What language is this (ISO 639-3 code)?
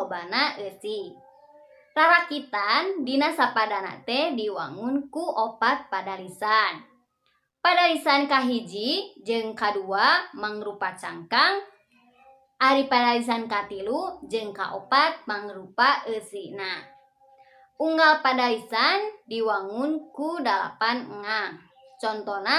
sun